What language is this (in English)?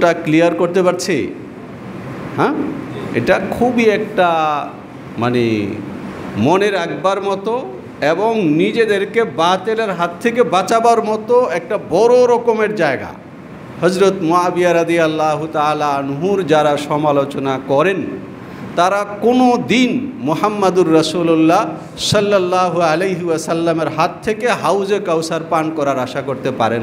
Bangla